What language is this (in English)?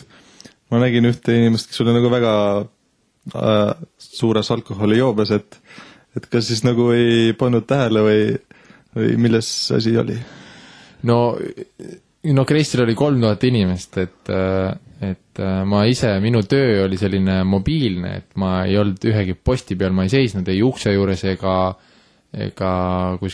Estonian